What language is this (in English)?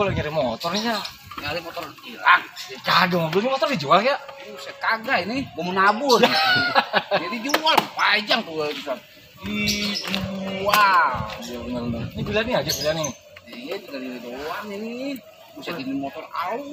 Betawi